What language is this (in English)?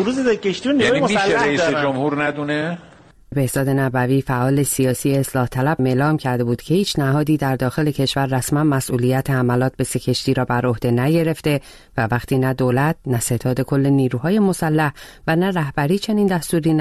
Persian